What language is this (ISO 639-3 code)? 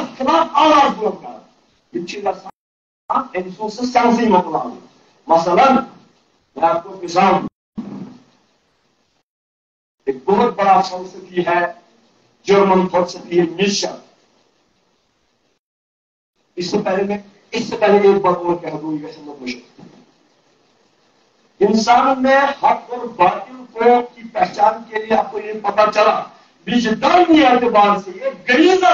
urd